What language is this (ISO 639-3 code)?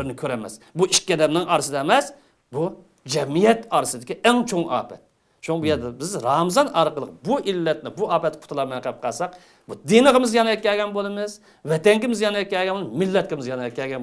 uig